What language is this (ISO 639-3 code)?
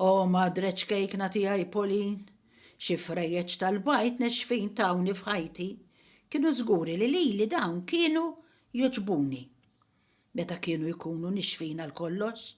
mlt